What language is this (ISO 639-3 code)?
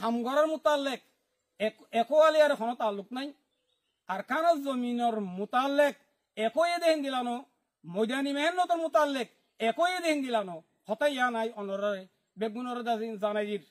rhg